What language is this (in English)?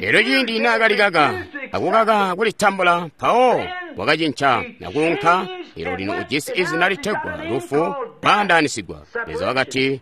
Tonga (Zambia)